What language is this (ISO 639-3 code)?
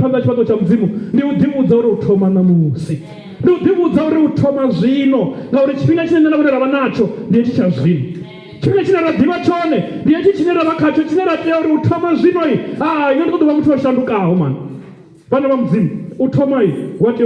ven